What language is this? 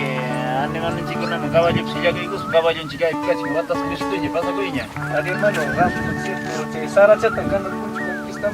Quechua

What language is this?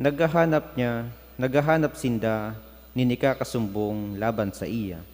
Bikol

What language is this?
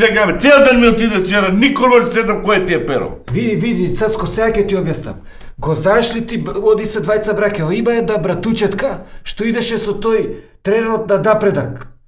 Macedonian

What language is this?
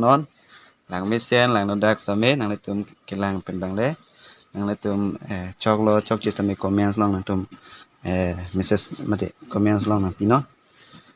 Karbi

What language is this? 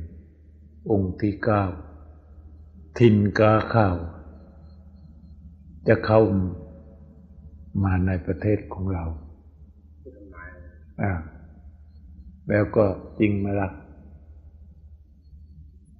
Thai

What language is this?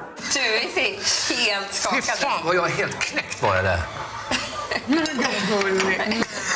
Swedish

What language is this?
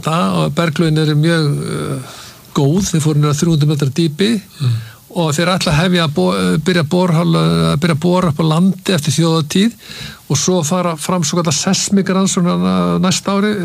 Icelandic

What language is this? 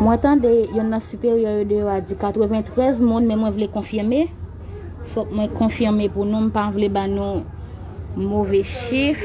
Haitian Creole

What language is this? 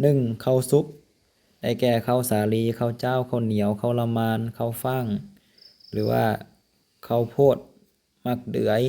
Lao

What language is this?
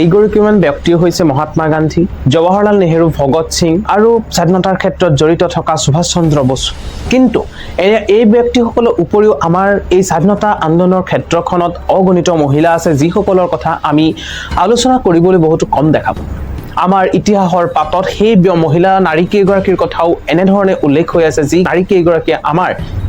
Assamese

